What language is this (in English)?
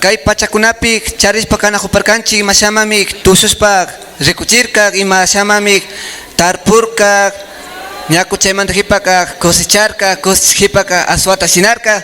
Imbabura Highland Quichua